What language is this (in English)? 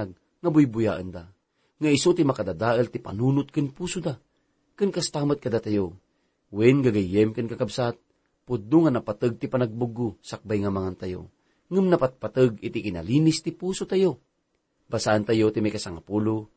Iloko